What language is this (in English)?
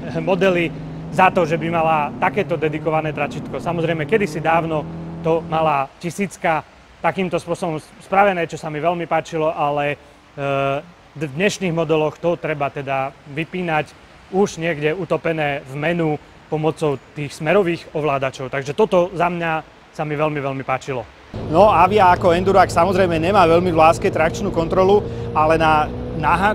Slovak